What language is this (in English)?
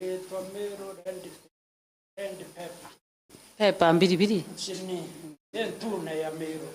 Meru